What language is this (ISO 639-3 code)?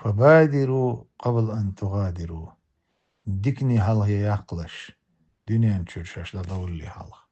che